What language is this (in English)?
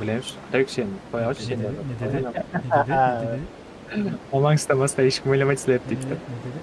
Kara-Kalpak